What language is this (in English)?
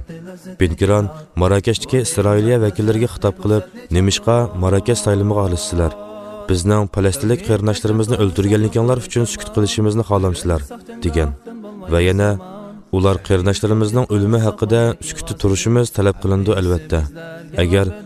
Uyghur